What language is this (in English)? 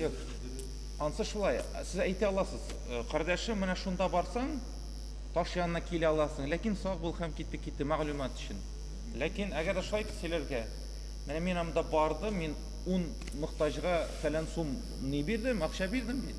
Tatar